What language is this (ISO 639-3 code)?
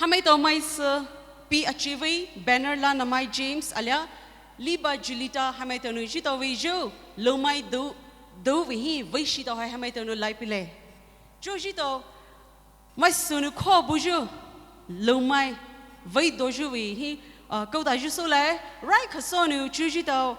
pmx